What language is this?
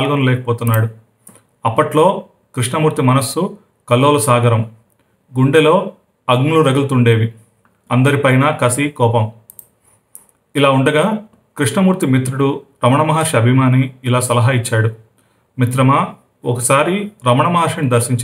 Telugu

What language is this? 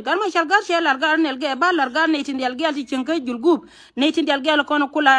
Nuer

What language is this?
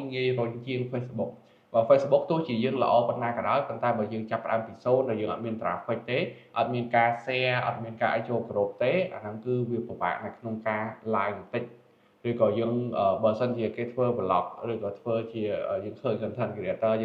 Khmer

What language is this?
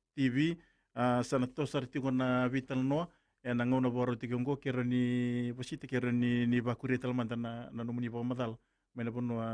Fijian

